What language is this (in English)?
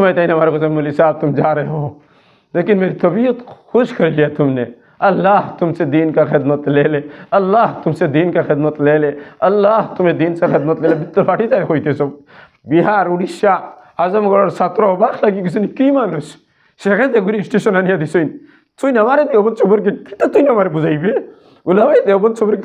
Sylheti